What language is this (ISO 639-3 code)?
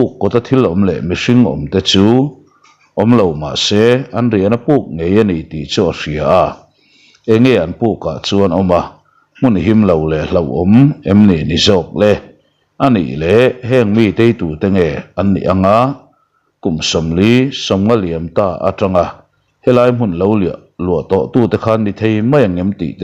lus